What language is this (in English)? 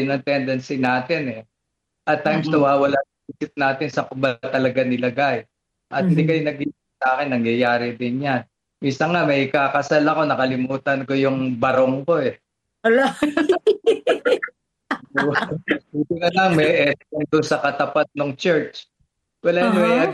Filipino